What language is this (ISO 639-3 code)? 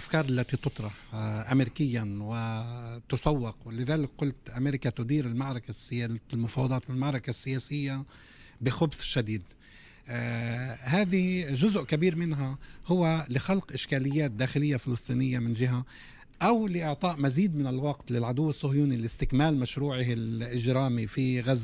aeb